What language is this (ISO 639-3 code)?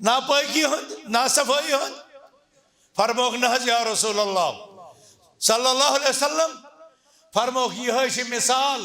kas